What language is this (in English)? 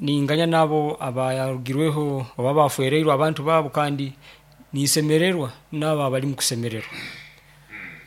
Nyoro